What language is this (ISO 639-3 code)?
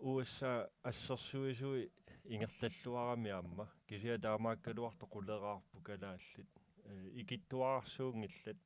kal